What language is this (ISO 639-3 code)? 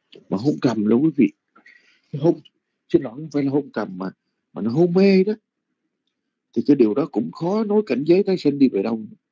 vie